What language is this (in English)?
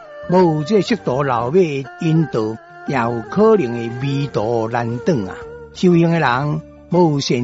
Min Nan Chinese